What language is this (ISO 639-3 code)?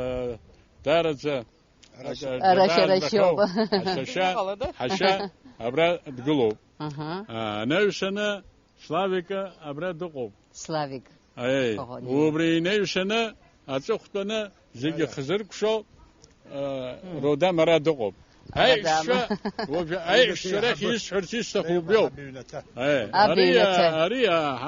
abk